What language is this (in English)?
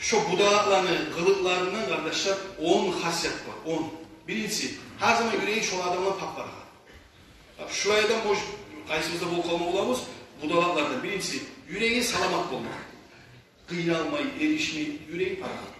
Kumyk